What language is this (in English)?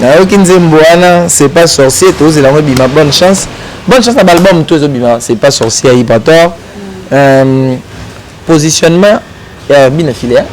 Lingala